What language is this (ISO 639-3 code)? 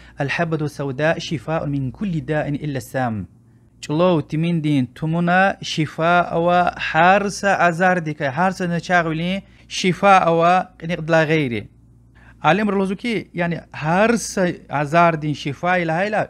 lez